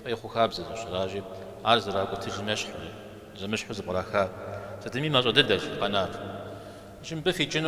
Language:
Kabardian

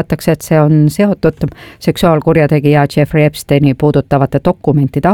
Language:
Estonian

